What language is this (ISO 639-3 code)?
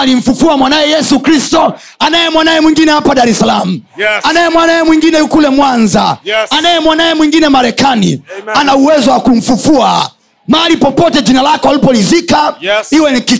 swa